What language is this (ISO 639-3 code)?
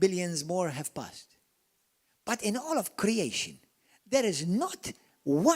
eng